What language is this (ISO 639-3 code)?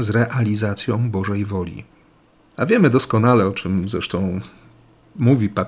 pol